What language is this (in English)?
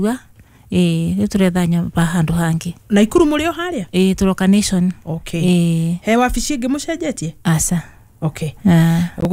Kikuyu